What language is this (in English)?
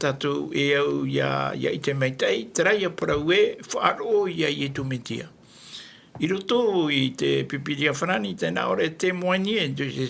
Tahitian